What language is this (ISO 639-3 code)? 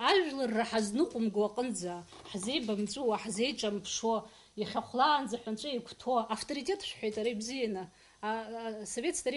abk